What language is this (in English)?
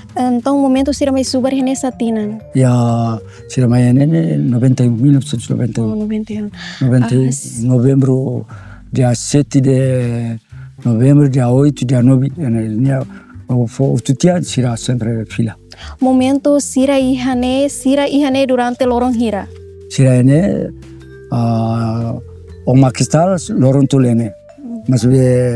Tetum